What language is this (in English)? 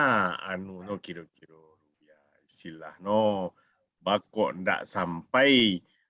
Minangkabau